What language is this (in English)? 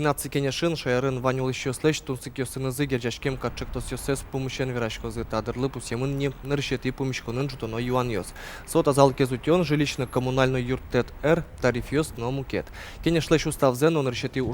Udmurt